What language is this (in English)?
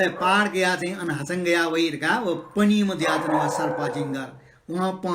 Newari